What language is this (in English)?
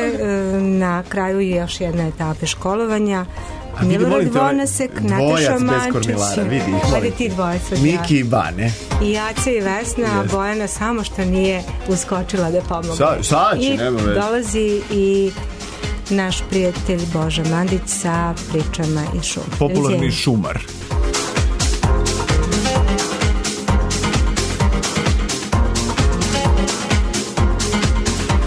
Serbian